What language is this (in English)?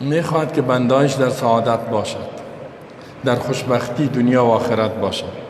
Persian